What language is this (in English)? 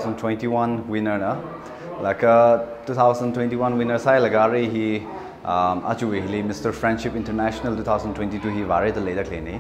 Tangkhul Naga (India)